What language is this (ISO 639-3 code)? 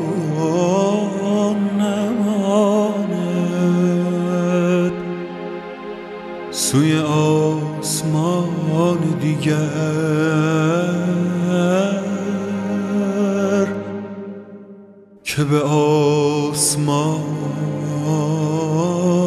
fas